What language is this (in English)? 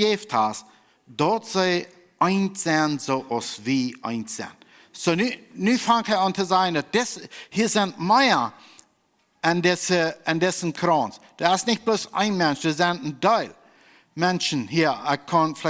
Plautdietsch